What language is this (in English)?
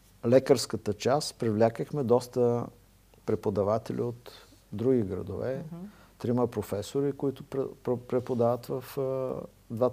Bulgarian